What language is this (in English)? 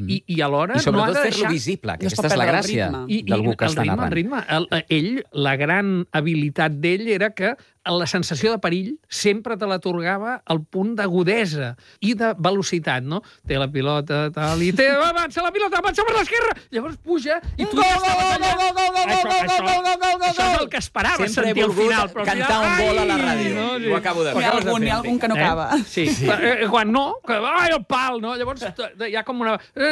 Catalan